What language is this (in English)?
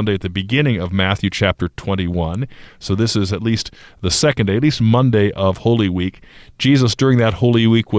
English